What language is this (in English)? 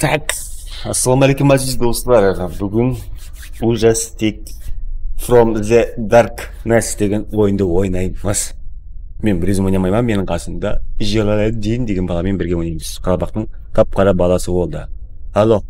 Kara-Kalpak